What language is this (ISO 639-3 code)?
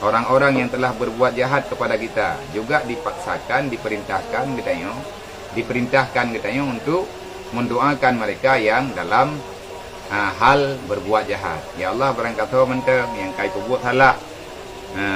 ace